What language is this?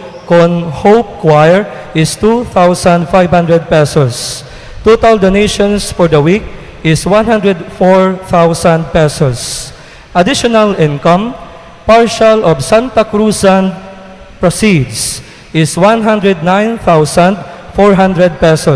Cebuano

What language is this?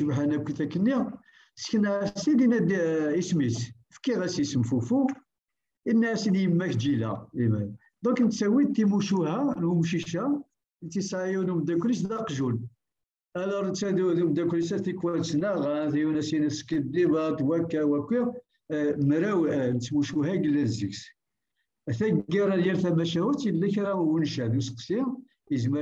Kabyle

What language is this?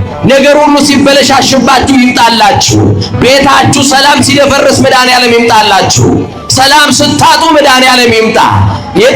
Amharic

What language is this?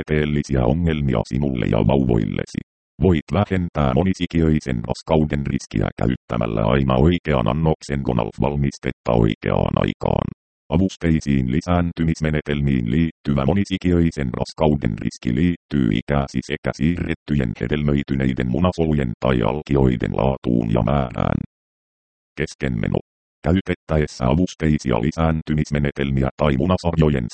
Finnish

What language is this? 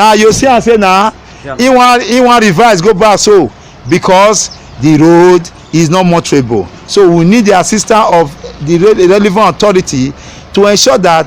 Nigerian Pidgin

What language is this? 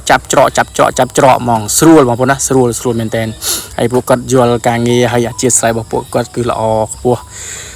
Khmer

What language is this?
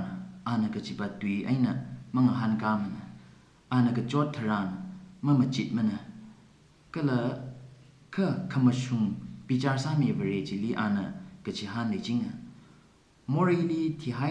Tangkhul Naga (India)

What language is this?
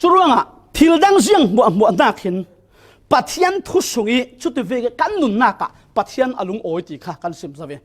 Falam Chin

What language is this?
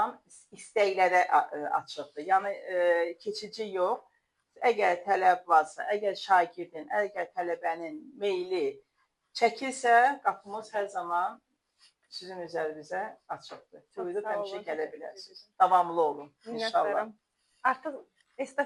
Azerbaijani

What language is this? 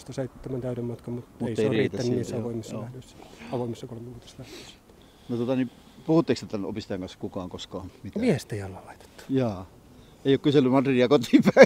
Finnish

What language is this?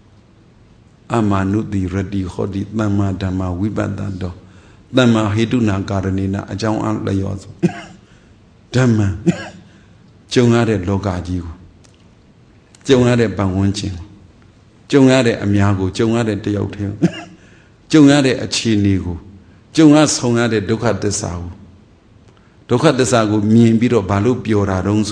Burmese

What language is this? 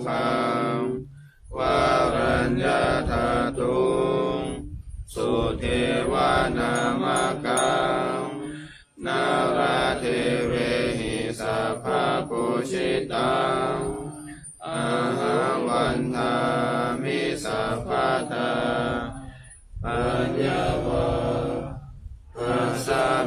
Pali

